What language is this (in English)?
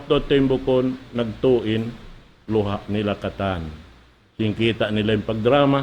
Tausug